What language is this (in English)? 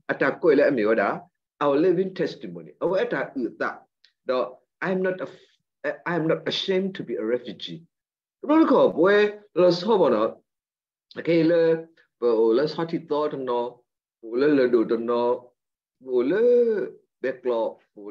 S'gaw Karen